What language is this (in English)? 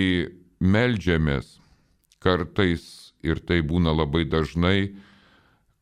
Lithuanian